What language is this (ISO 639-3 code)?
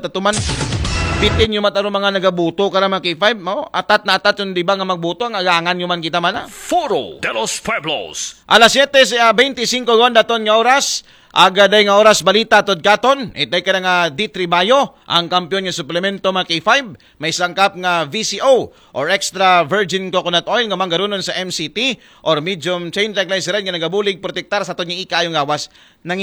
akl